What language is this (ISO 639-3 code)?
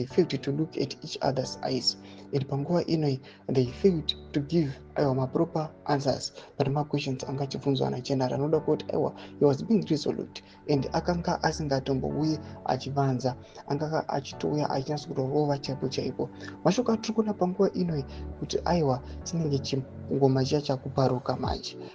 sna